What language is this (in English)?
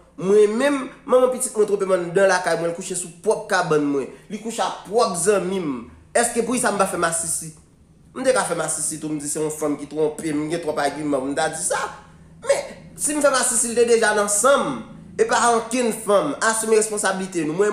Haitian Creole